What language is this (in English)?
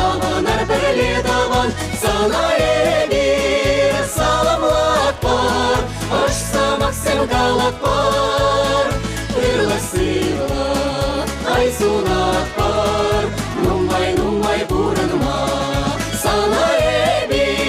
Chuvash